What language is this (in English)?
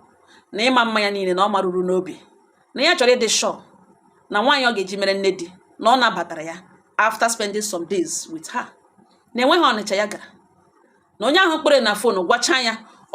Igbo